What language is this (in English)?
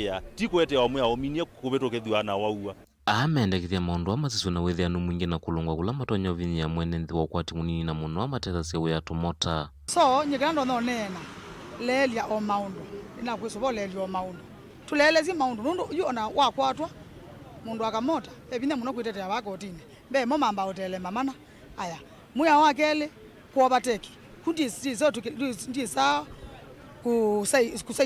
Kamba